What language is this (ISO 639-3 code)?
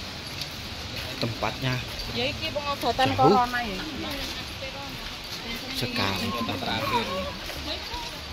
ind